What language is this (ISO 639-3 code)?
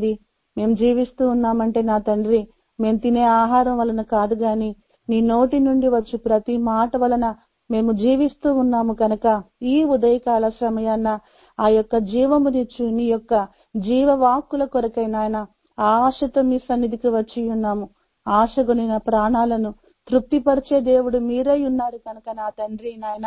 tel